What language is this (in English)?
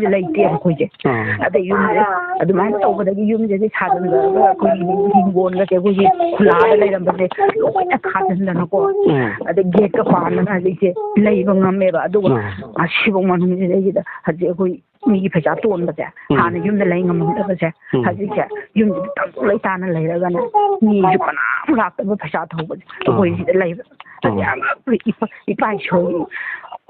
Manipuri